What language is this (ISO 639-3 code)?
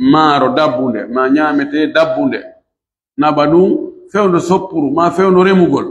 fuf